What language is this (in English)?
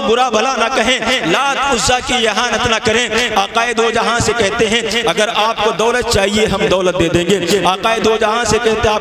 Urdu